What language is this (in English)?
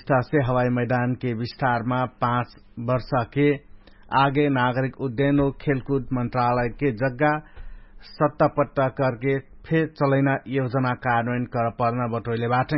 Dangaura Tharu